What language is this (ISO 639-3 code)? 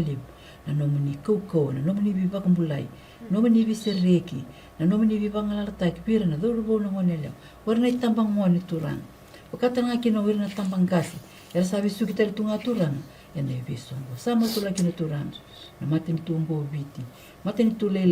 fij